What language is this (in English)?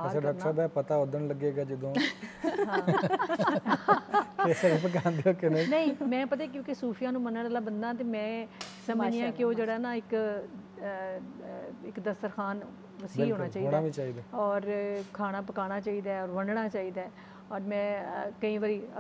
Punjabi